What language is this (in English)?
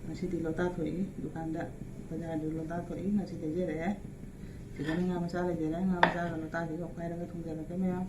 Manipuri